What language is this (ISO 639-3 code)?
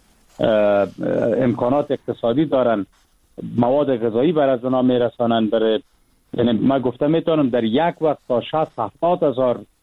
fas